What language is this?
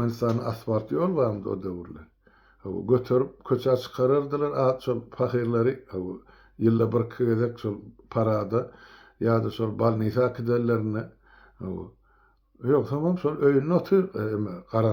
Turkmen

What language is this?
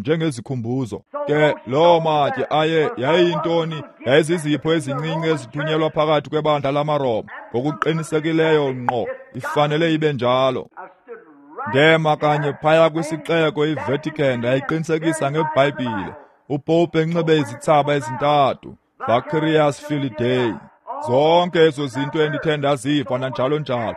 Xhosa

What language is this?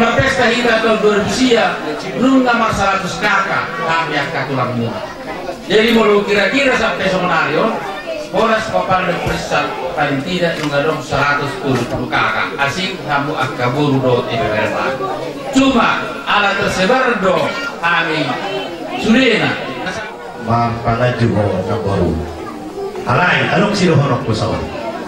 Batak Toba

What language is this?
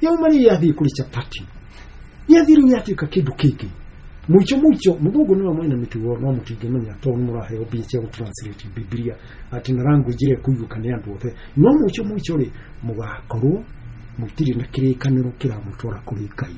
Kikuyu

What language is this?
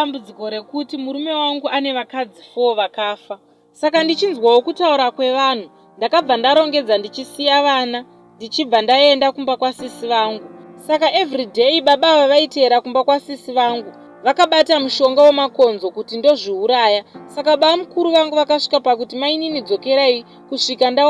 Shona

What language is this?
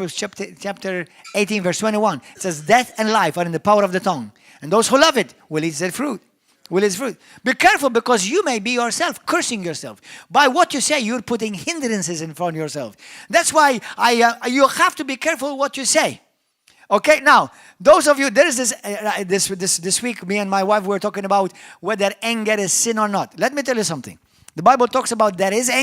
English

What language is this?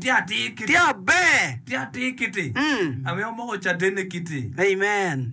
Acoli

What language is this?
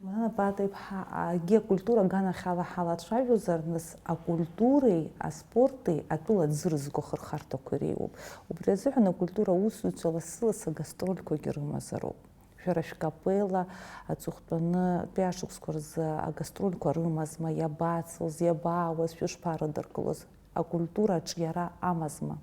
Abkhazian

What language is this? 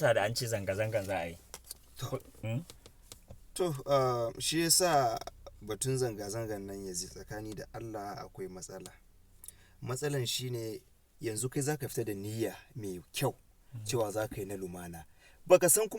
Hausa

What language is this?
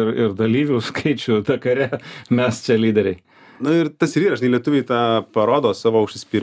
Lithuanian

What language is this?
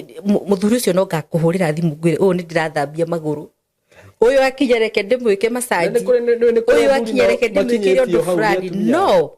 Kikuyu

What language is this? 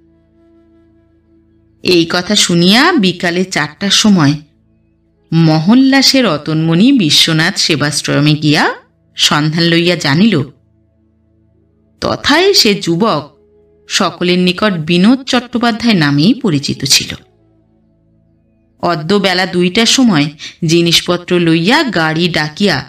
Bangla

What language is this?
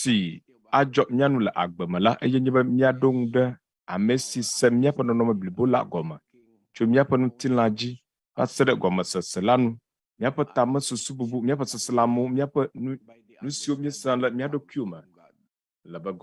Ewe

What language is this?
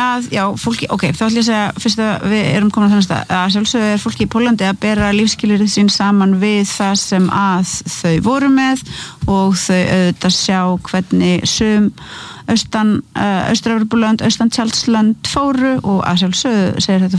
Icelandic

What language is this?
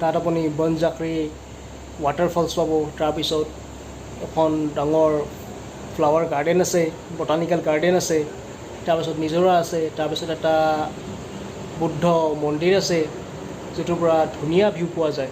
Assamese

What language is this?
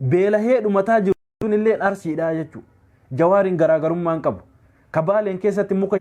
Oromo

